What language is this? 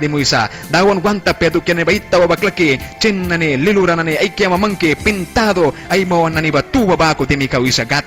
Mískito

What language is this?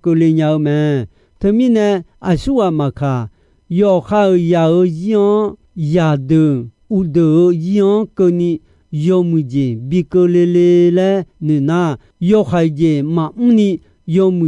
Akha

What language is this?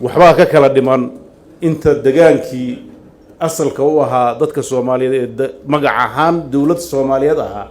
Somali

